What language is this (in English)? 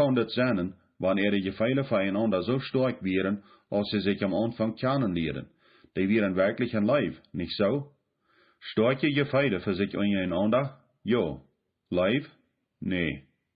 Plautdietsch